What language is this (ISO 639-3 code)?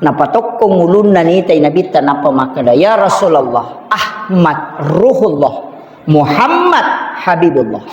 bug